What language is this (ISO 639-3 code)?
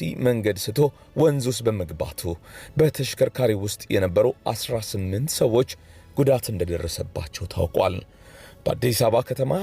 amh